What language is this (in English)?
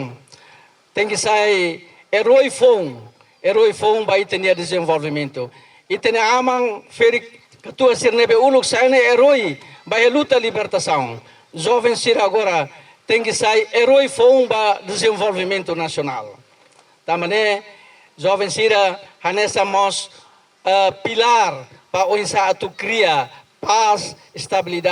Tetum